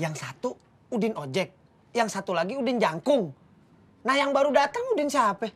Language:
Betawi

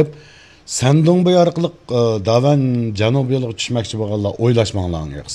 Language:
Uyghur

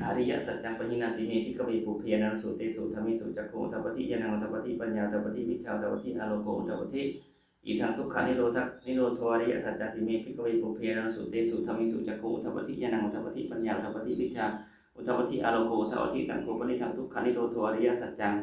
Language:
Pali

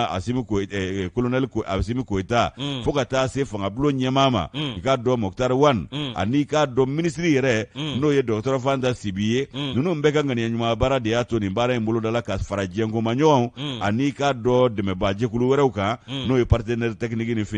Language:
Bambara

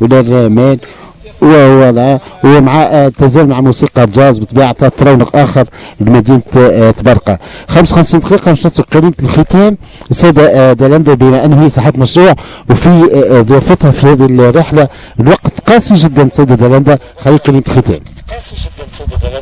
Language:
Tunisian Arabic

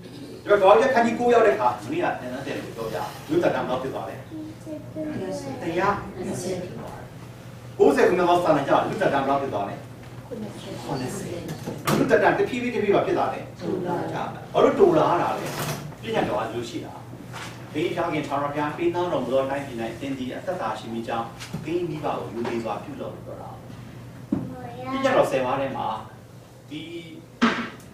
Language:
Burmese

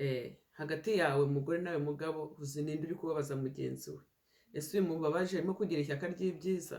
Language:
Kinyarwanda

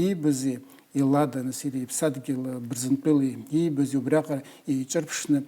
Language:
Abkhazian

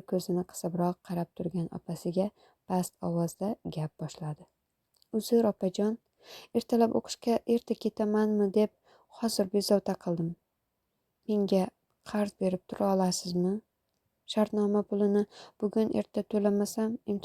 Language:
Uzbek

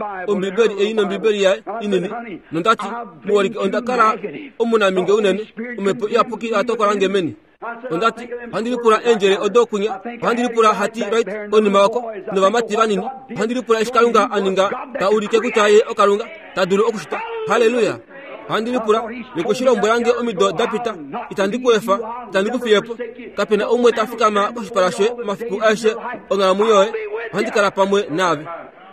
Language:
Kuanyama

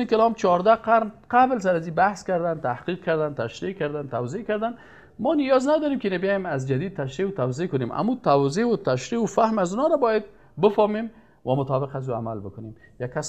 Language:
Persian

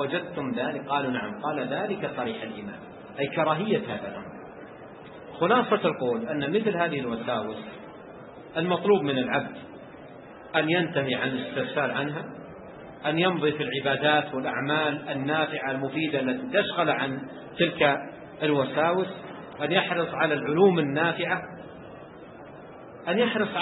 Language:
Arabic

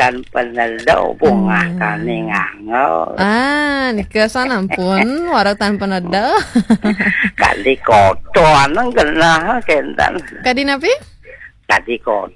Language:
Balinese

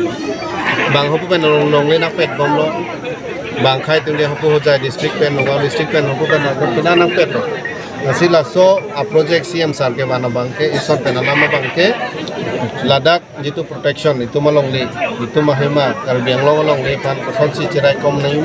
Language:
Karbi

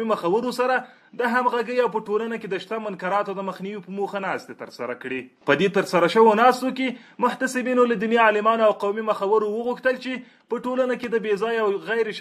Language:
Pashto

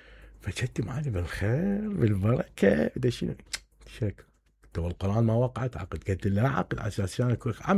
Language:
Mesopotamian Arabic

